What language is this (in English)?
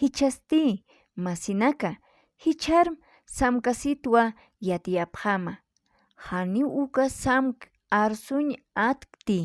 Aymara